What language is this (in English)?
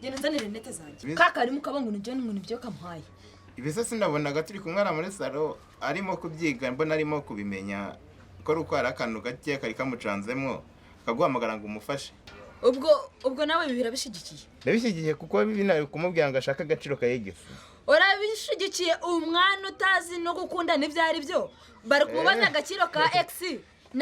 Kinyarwanda